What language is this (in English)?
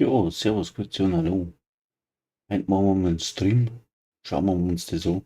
Bavarian